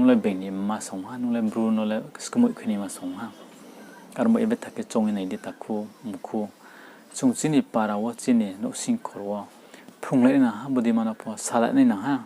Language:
Riang (India)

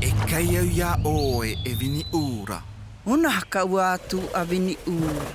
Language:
Tahitian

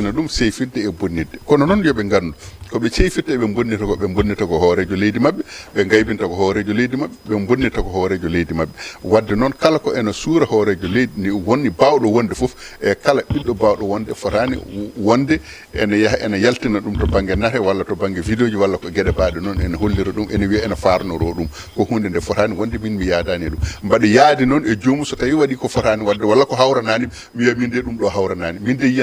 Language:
Fula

